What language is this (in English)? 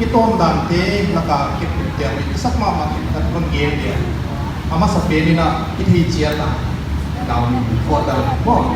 Paite Chin